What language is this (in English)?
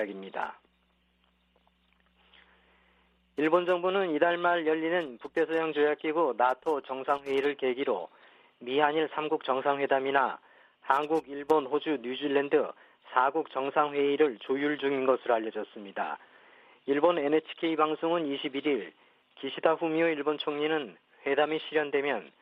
Korean